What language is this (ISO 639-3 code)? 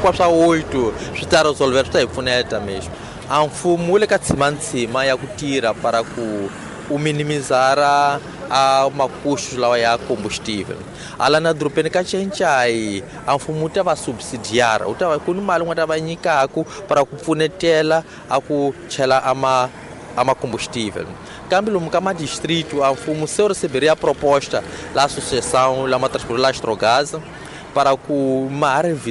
tso